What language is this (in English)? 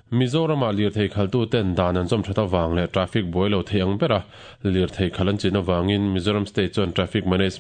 Mizo